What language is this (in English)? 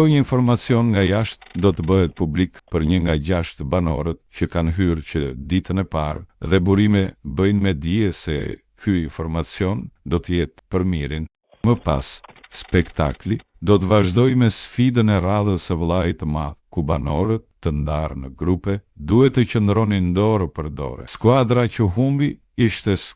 Albanian